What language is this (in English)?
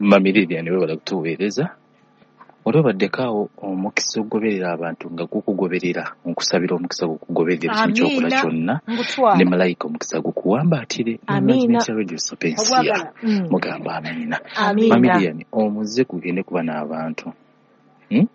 Ganda